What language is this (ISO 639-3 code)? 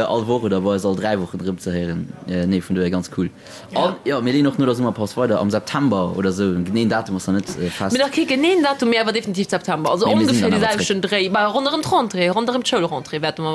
ltz